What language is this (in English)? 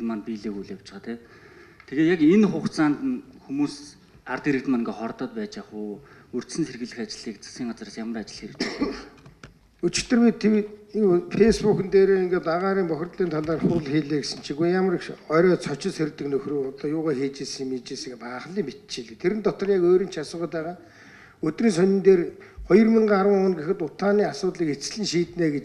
Mongolian